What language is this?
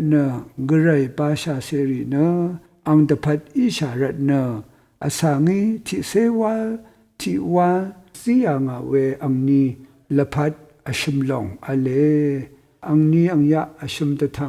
Rawang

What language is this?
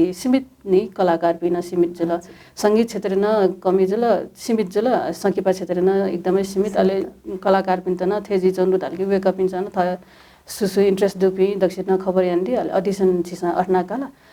Newari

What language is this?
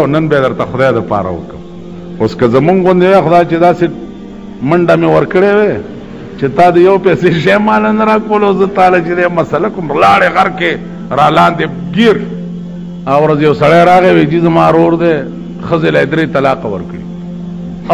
Pashto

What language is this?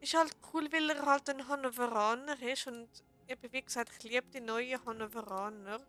Swiss German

